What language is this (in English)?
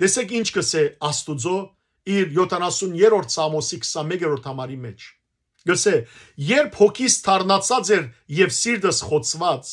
Western Armenian